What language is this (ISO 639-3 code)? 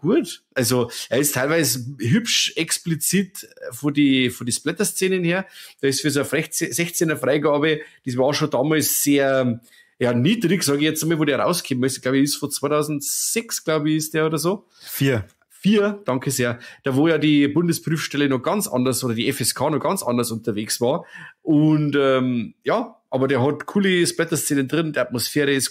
bar